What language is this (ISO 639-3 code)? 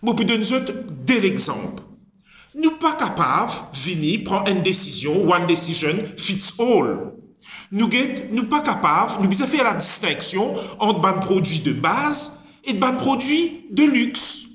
mfe